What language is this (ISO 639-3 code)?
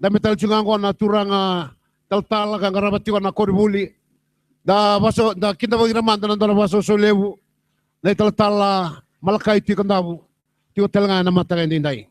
fij